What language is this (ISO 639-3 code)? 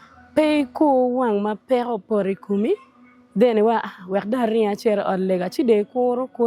ach